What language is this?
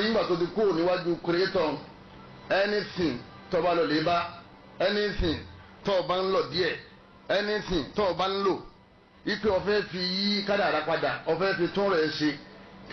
Yoruba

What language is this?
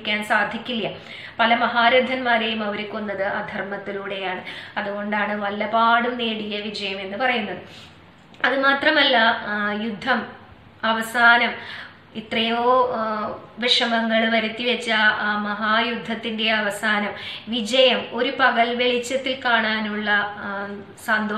Malayalam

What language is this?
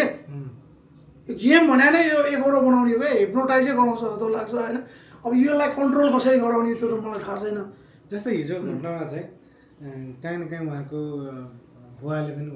Nepali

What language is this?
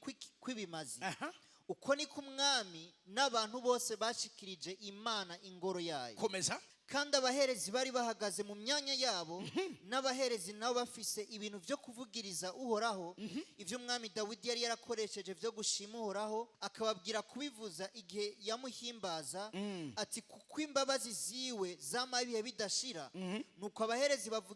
Rundi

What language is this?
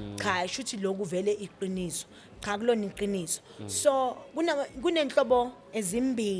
Zulu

